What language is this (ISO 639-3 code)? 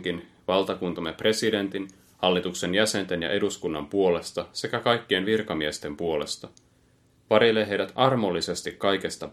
fin